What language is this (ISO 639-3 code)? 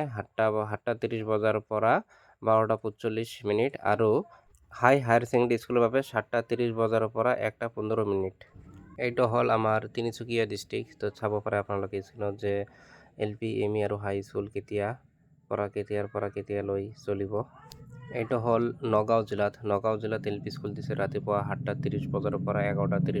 asm